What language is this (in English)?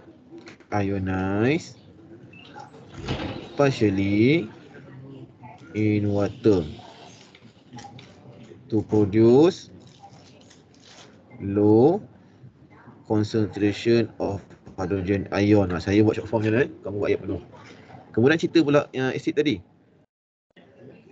Malay